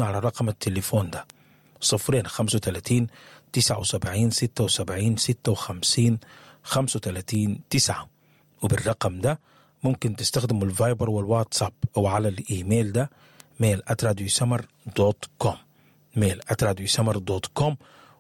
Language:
Sudanese Arabic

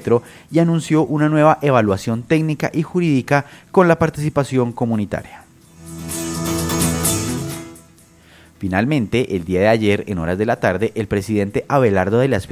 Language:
Spanish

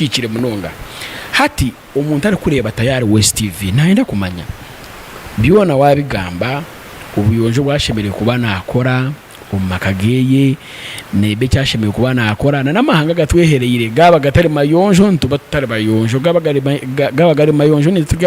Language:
Nyankole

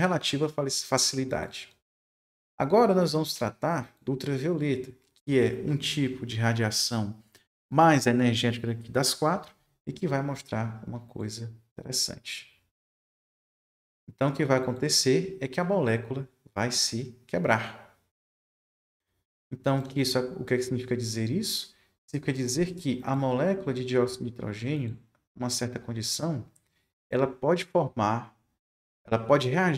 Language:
Portuguese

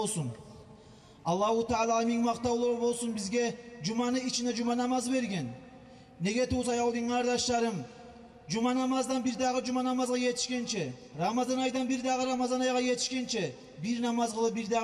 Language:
Kumyk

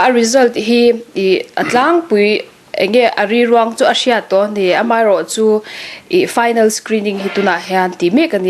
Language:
Mizo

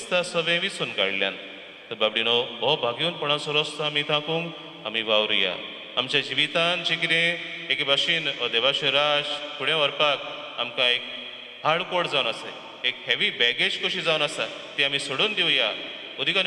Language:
Konkani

